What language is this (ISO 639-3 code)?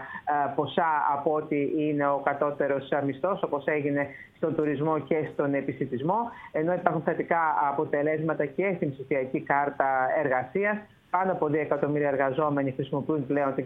ell